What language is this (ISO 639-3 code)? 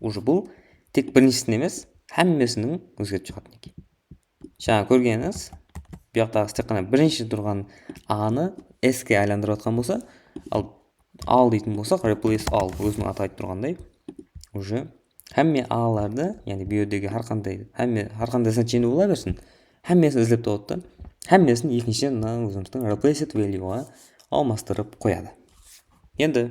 kaa